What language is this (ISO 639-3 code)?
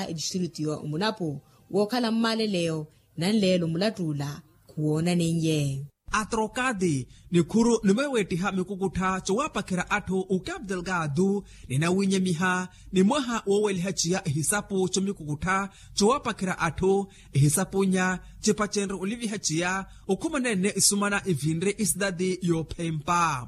vmw